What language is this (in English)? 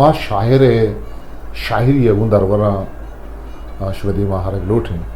Eastern Balochi